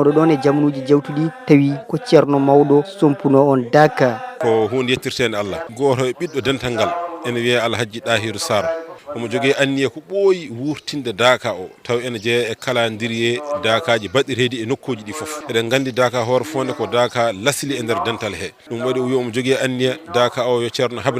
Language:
Fula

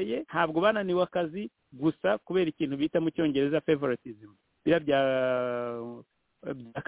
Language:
Kinyarwanda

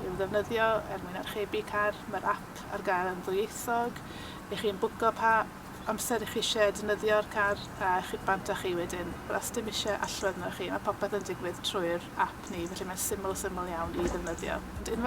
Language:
Welsh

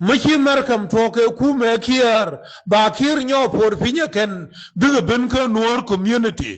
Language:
Nuer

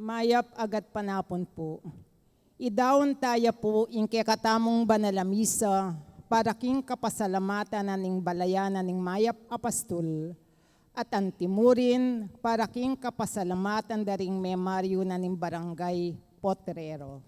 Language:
Pampanga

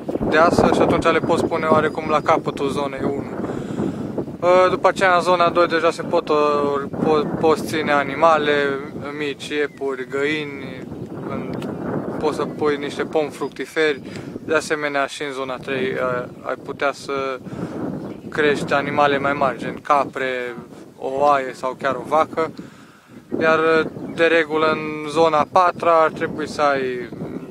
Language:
Romanian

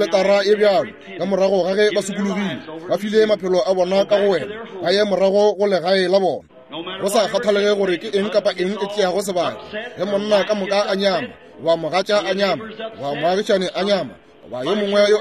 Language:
Northern Sotho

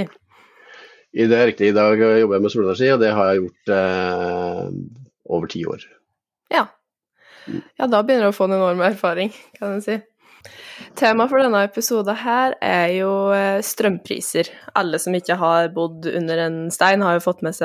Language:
Norwegian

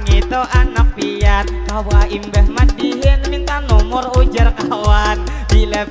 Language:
Banjar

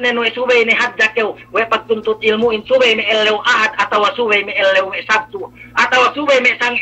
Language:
Yakan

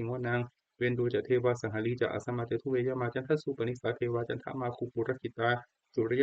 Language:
Pali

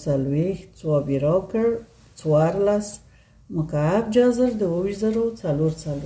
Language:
Pashto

